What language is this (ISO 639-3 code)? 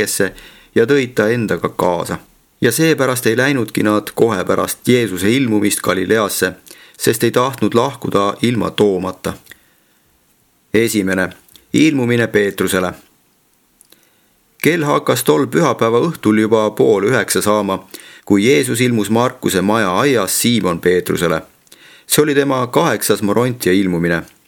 est